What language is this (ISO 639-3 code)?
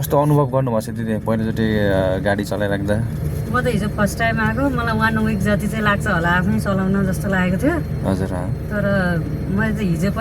nep